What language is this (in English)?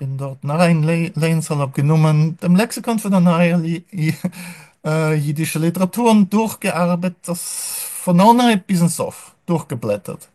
Yiddish